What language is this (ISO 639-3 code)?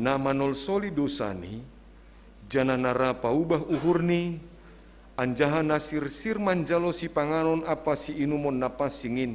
bts